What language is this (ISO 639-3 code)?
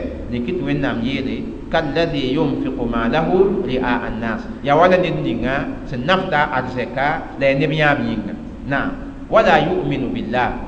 mos